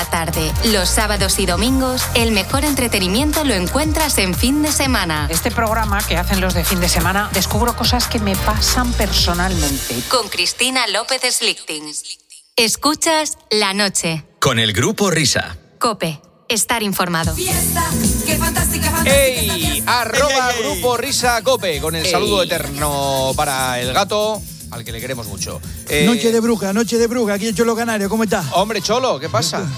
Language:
Spanish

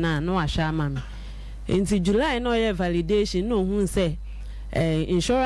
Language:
Akan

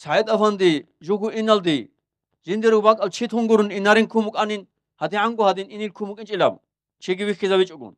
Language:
Avaric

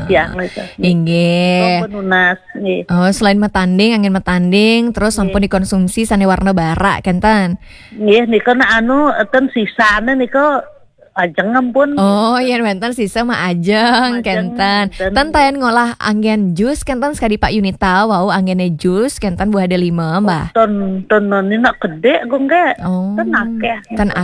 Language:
Balinese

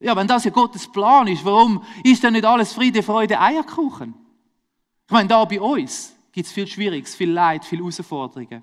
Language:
Swiss German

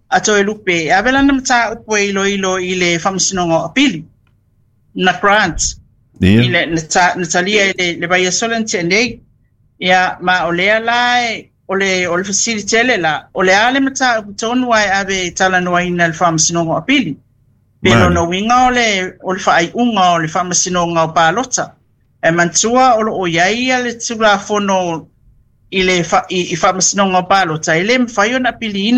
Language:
Samoan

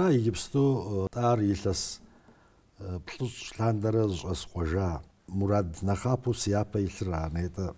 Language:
Kabardian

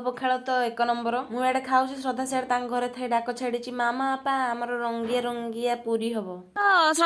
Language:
Odia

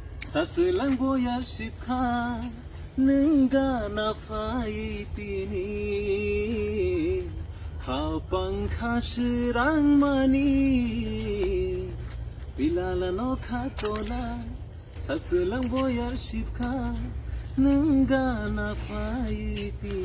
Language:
Kok Borok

